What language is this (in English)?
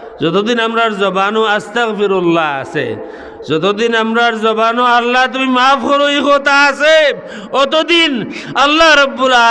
Sylheti